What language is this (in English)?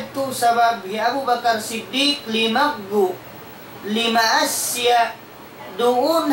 Tausug